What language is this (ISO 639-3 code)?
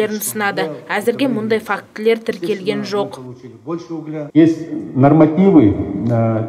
kaz